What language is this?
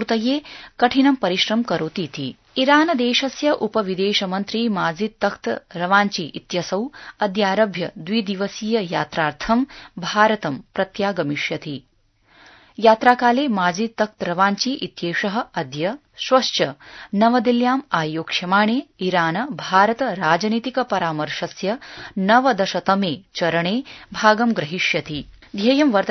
Sanskrit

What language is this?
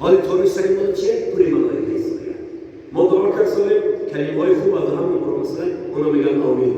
Tajik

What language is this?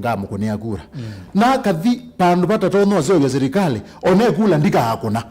Kamba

